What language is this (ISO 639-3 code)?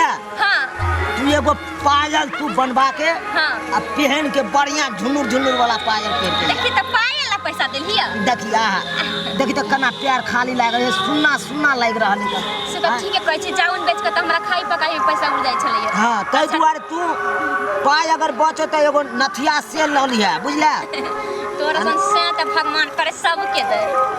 mai